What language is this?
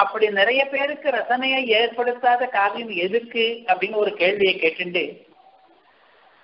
Tamil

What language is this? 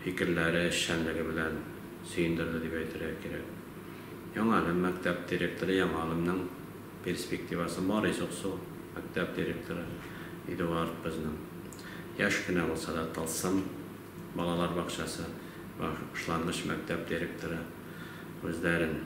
Tatar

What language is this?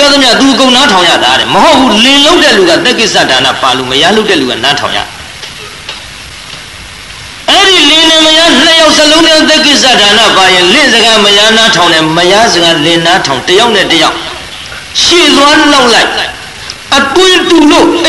Burmese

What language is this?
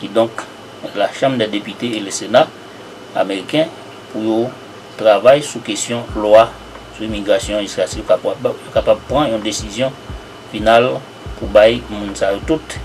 Haitian Creole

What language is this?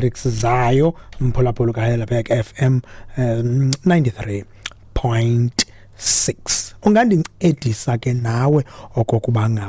Xhosa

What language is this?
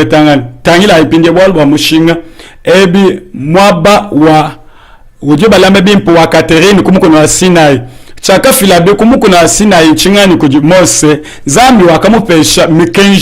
Luba-Lulua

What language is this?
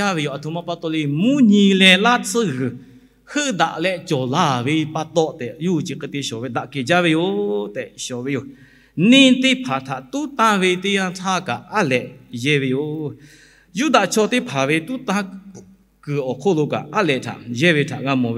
Lahu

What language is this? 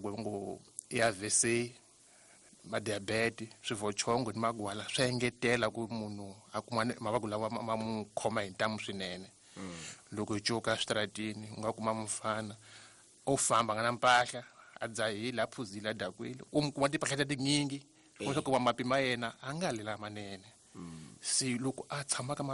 Tsonga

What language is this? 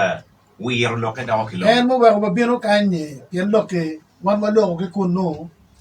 Acoli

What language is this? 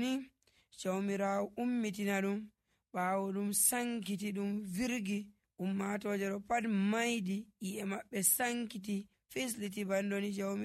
Nigerian Fulfulde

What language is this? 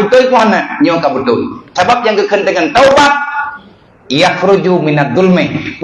Achinese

